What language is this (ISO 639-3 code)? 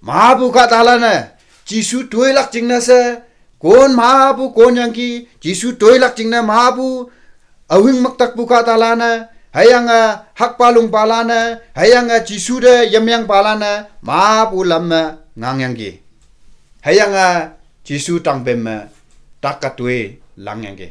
nbe